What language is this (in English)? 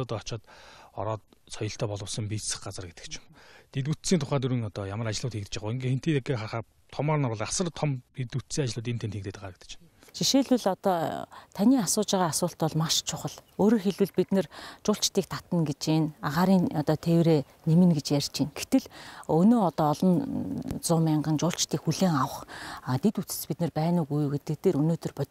Mongolian